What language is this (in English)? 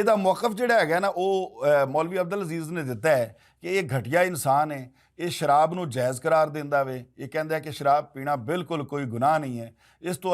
Western Panjabi